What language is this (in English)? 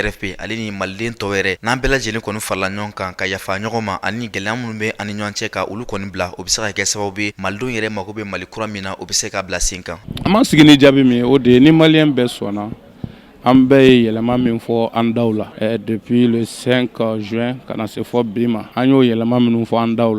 Bambara